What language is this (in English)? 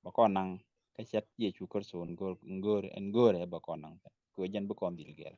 Nuer